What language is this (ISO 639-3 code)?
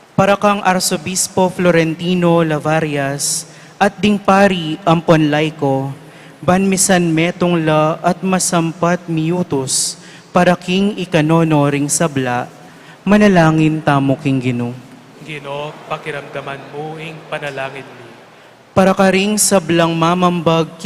pam